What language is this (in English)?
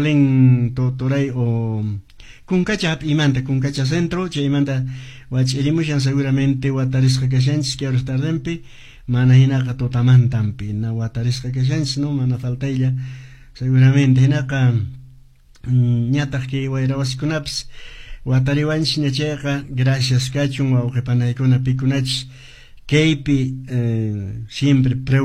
Quechua